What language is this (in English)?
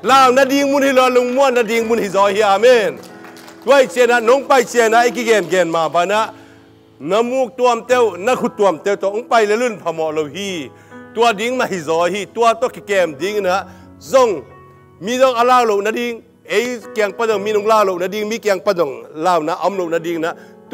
Tedim Chin